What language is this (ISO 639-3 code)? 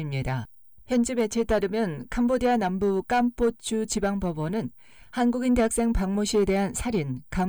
kor